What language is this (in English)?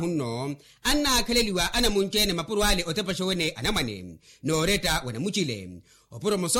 Makhuwa